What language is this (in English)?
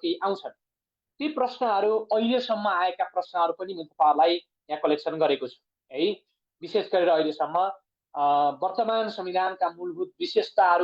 Nepali